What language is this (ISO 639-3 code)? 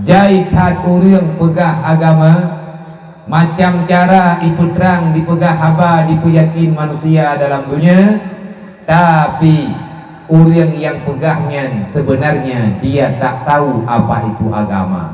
ace